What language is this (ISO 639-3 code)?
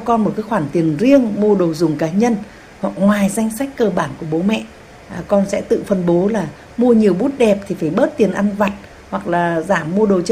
vie